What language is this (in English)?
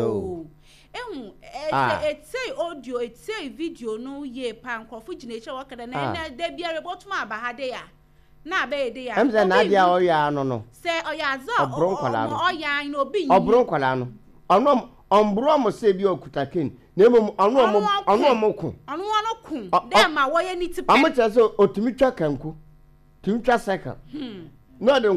Akan